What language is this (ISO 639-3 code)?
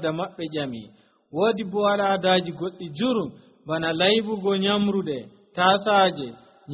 fuv